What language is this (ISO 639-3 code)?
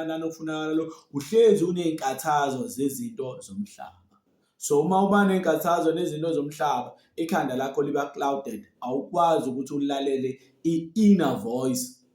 zul